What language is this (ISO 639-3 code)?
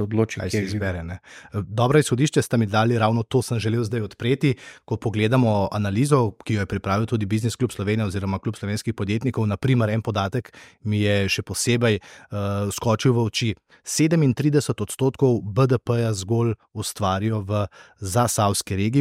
slv